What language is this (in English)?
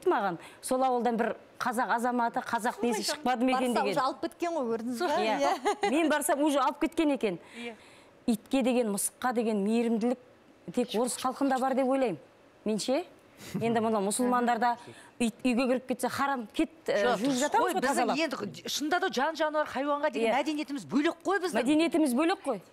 Kazakh